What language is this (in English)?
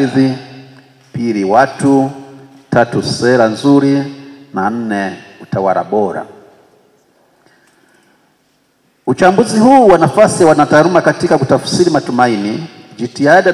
Swahili